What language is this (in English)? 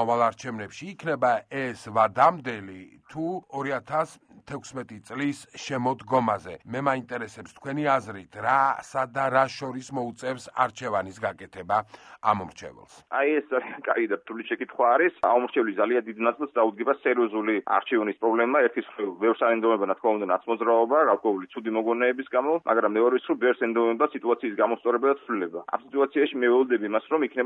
Georgian